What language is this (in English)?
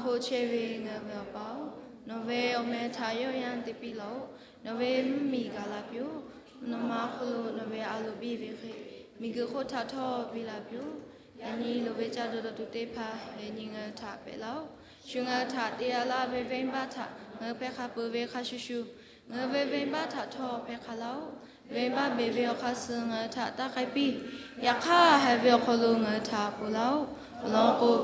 Lahu